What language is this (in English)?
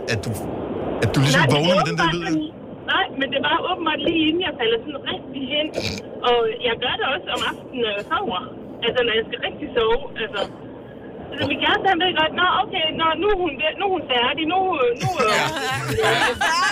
Danish